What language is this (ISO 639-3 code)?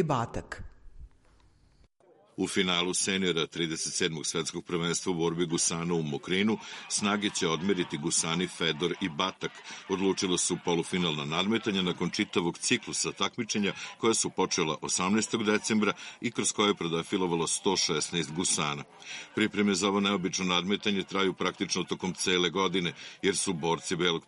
srp